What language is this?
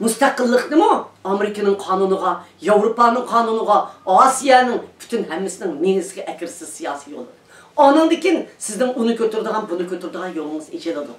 Uyghur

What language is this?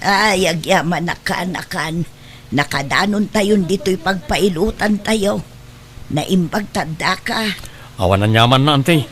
Iloko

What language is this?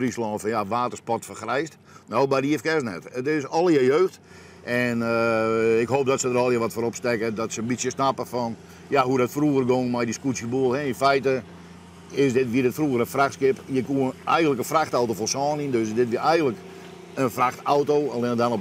Western Frisian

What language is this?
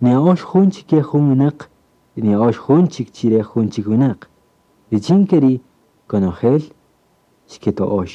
Kaqchikel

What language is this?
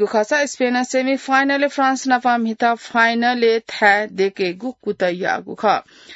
Newari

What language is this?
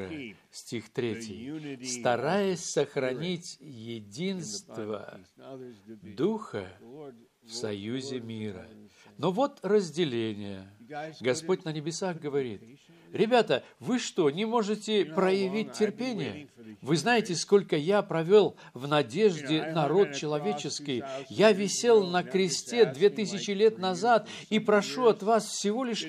Russian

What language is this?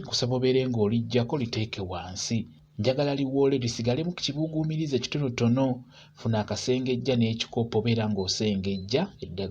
Ganda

